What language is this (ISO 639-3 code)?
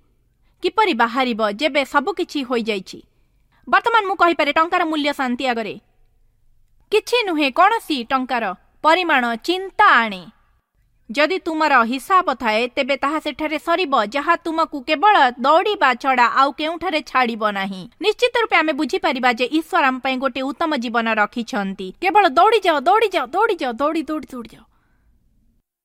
ori